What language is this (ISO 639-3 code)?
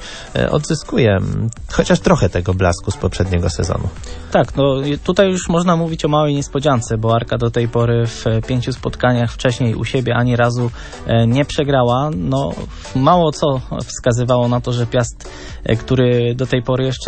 pol